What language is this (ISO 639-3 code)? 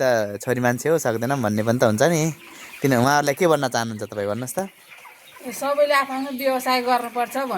nep